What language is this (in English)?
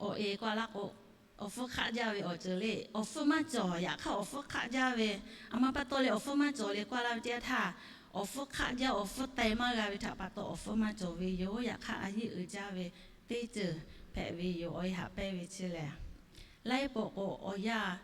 Lahu